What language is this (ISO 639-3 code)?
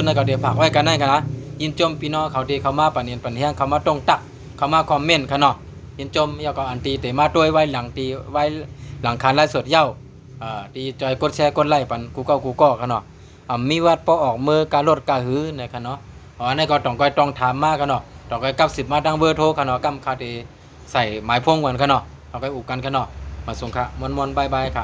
shn